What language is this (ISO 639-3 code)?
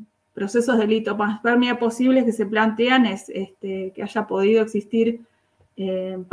spa